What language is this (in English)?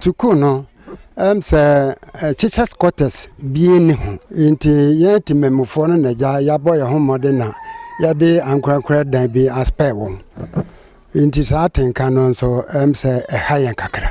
Akan